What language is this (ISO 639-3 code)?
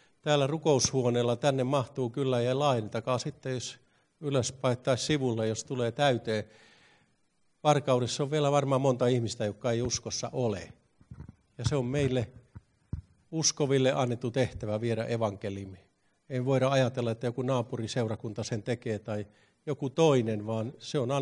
fin